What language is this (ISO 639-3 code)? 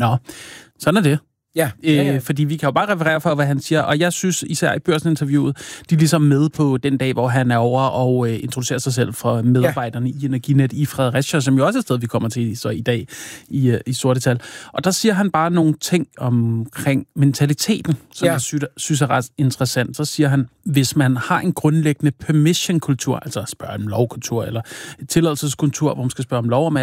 dan